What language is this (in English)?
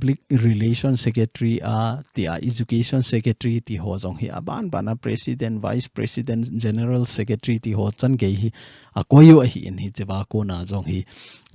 Thado Chin